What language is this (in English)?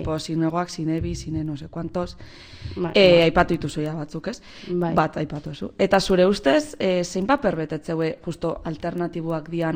Basque